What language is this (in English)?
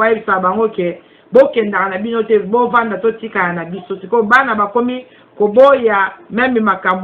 Lingala